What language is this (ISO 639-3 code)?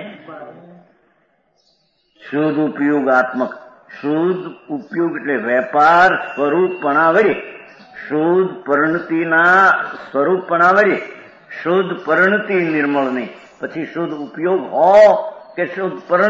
guj